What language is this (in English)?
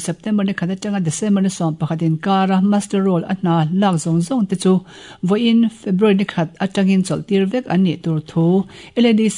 Mizo